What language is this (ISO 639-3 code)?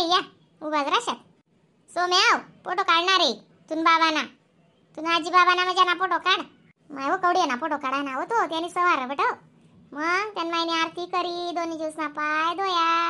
khn